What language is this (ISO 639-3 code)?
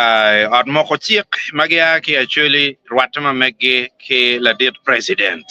ach